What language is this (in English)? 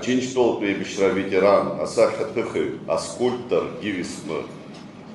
Abkhazian